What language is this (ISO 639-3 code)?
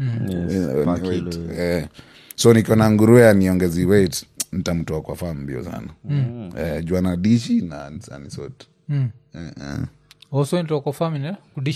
swa